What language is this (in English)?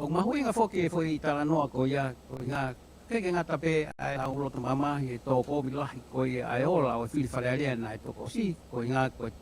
Tongan